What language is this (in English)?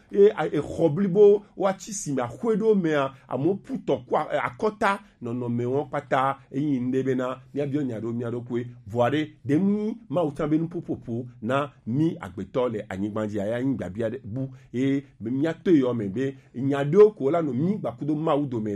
Gen